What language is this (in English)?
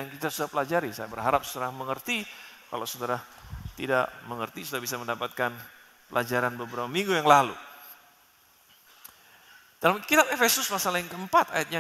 Indonesian